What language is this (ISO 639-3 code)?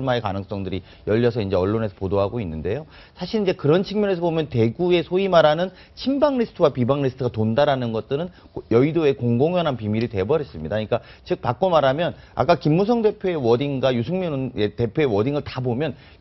kor